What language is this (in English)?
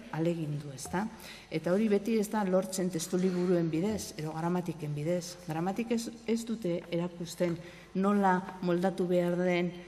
Basque